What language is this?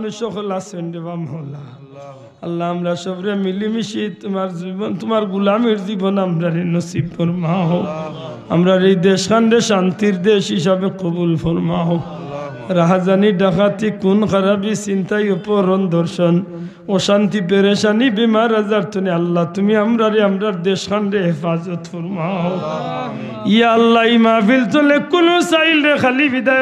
Sylheti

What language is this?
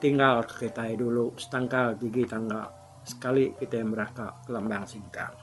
Iban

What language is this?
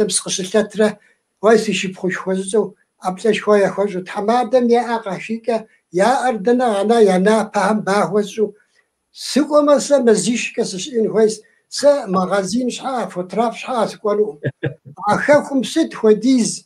Kabardian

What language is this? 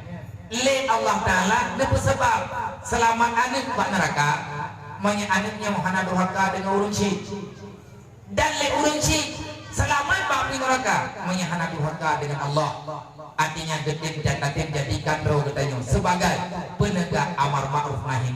Achinese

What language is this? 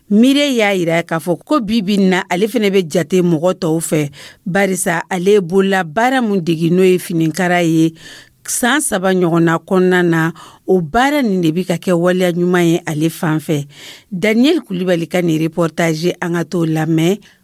Dyula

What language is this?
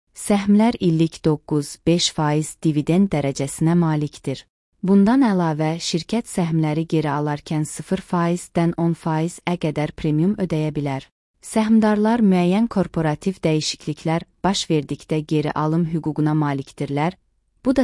Azerbaijani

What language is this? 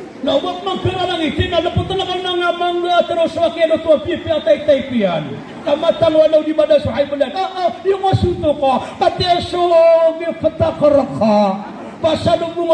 Maranao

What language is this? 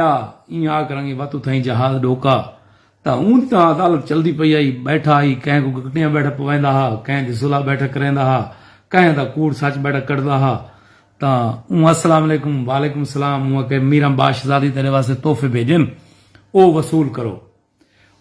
Saraiki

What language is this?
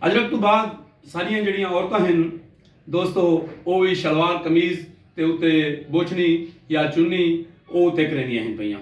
Saraiki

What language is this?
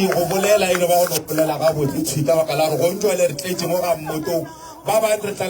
Northern Sotho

